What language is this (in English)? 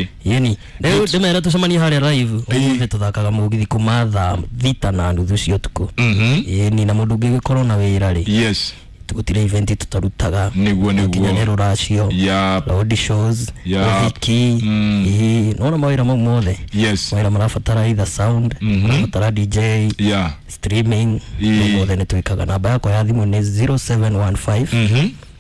Kikuyu